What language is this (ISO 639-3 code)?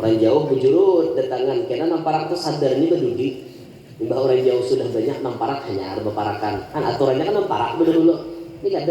bjn